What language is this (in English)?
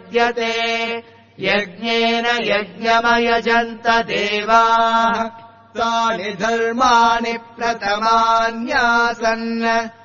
Sanskrit